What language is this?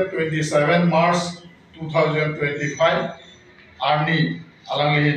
Karbi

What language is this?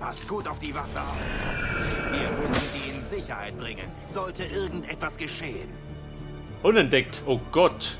Bavarian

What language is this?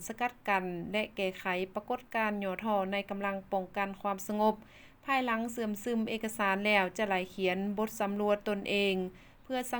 Lao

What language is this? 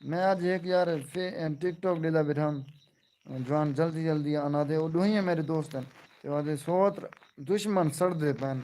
Saraiki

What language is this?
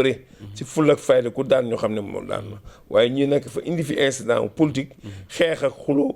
Wolof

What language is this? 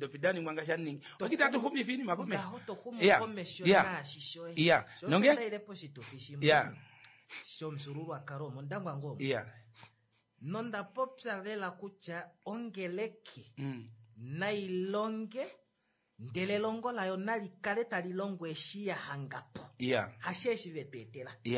Kuanyama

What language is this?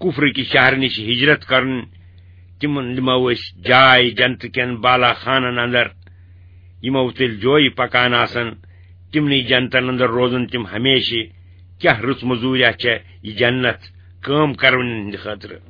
Kashmiri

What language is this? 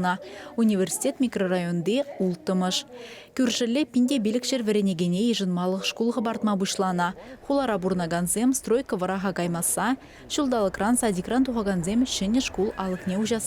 Chuvash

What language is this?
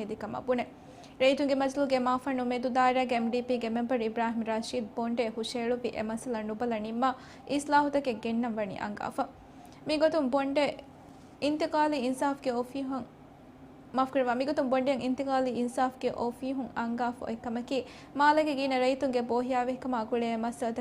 Divehi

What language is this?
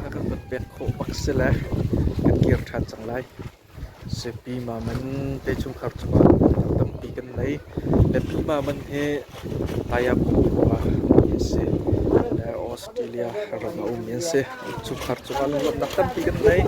Hakha Chin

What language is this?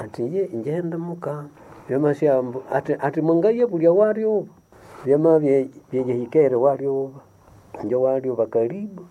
Nande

